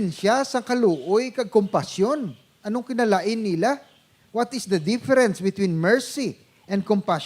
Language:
Hiligaynon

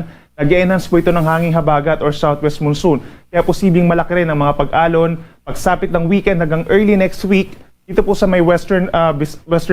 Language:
Bikol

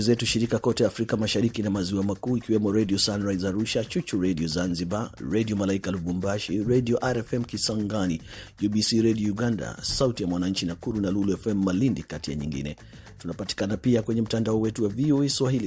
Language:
Swahili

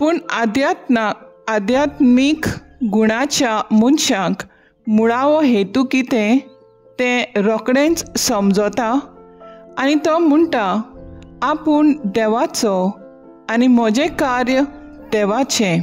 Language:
Konkani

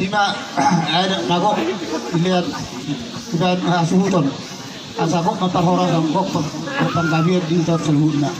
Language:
Batak Toba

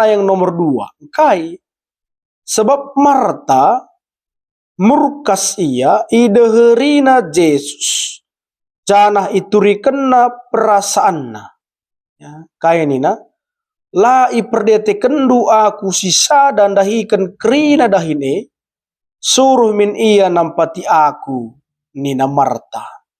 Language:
Batak Karo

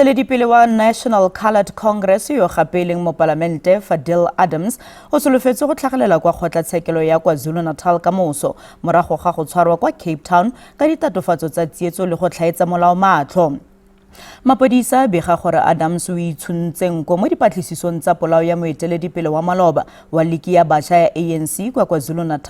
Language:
Tswana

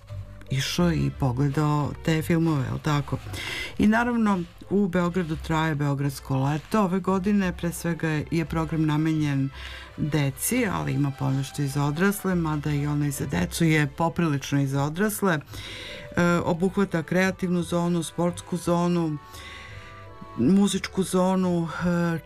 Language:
Serbian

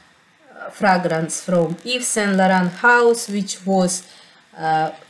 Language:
English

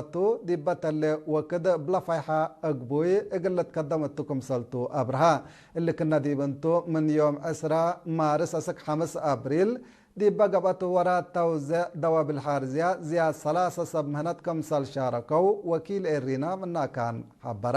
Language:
Tigre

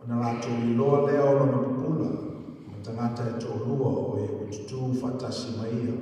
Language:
Samoan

